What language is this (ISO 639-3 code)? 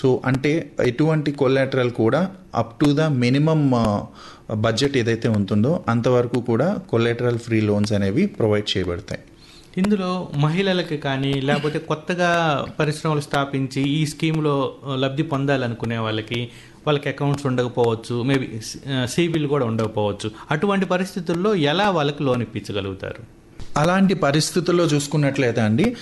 tel